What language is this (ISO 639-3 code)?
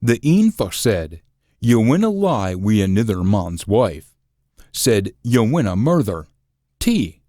sco